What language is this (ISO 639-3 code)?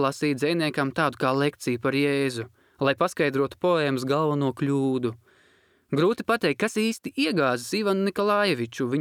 lav